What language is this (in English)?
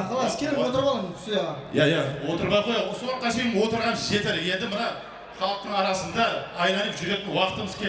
Kara-Kalpak